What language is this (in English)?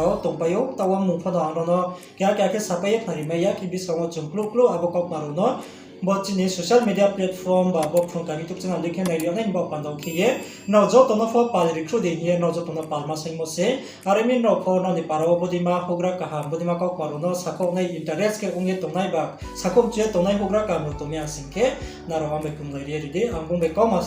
Riang (India)